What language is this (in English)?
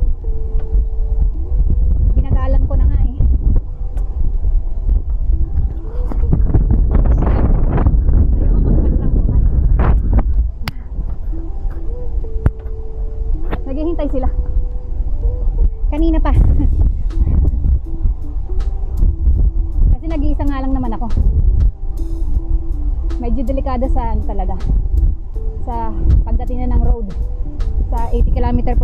Filipino